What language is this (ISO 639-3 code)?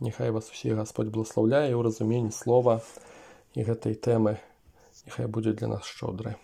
bel